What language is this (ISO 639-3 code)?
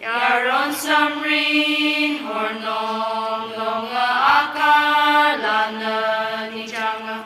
nmf